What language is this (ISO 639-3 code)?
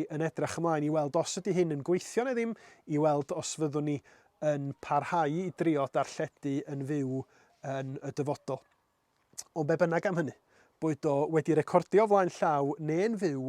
cym